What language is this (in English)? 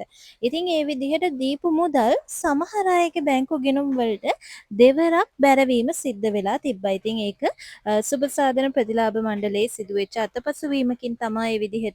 Sinhala